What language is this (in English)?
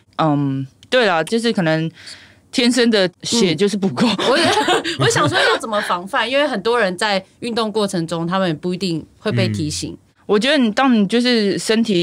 Chinese